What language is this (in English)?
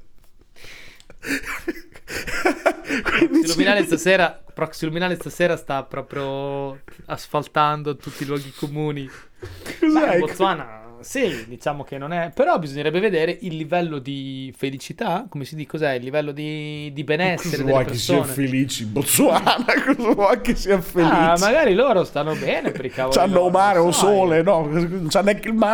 Italian